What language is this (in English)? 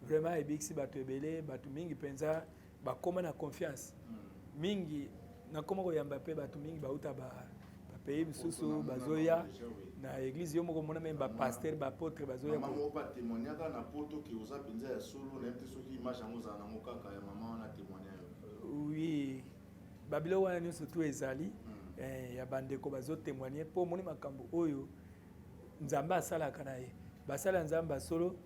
Lingala